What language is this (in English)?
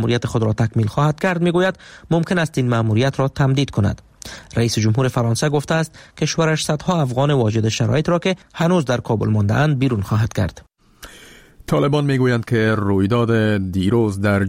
Persian